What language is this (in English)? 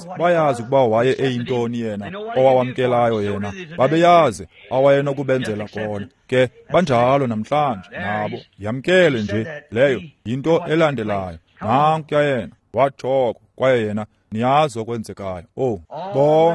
Xhosa